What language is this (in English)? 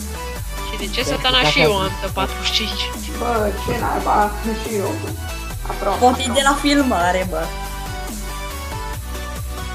Romanian